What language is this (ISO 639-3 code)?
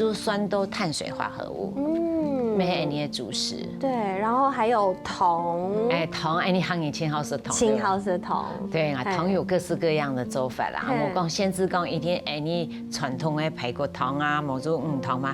hak